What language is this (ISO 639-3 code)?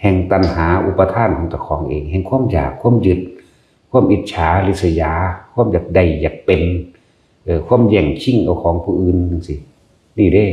tts